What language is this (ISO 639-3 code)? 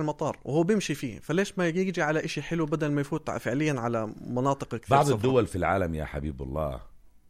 apc